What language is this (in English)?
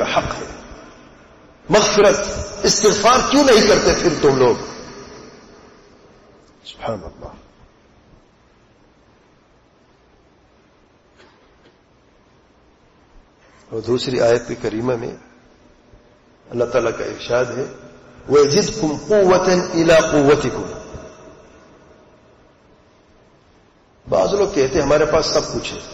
Urdu